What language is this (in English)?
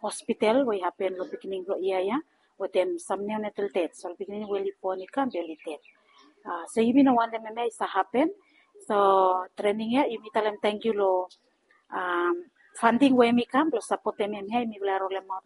Bislama